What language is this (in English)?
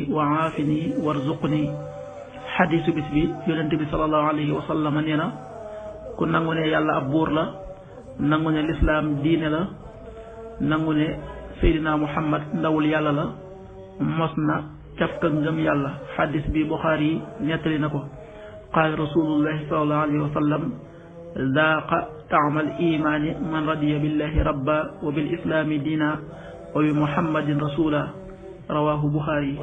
Wolof